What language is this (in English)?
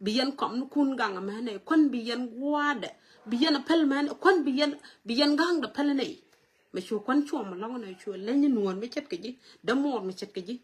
Nuer